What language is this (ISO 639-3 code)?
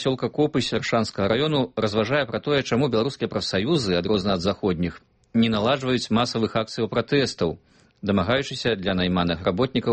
bel